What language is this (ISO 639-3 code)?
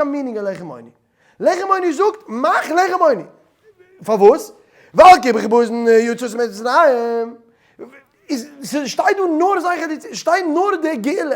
yid